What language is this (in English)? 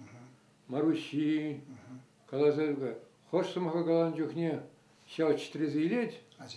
Chuvash